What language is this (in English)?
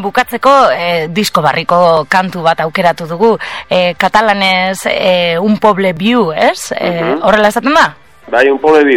Basque